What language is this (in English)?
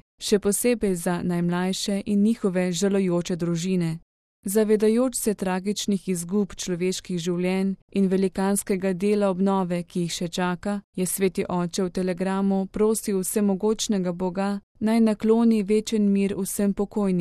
Slovenian